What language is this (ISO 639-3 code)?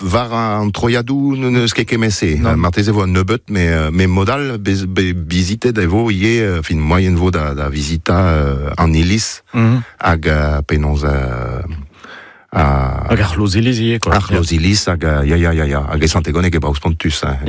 bre